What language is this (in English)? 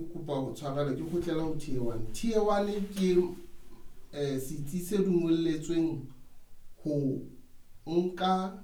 Southern Sotho